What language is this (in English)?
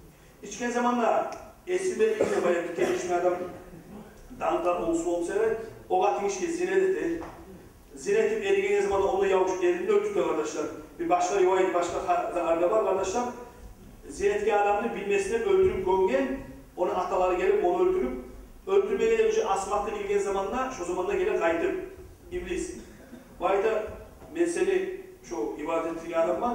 Kumyk